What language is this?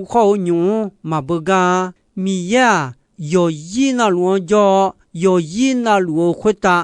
Akha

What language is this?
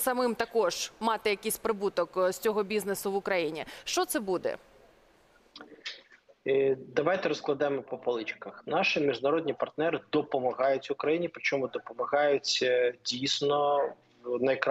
Ukrainian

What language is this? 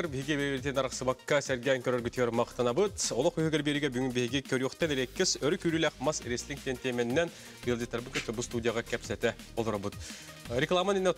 Yakut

